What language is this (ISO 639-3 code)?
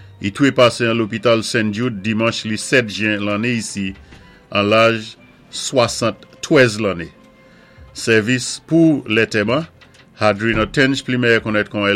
acf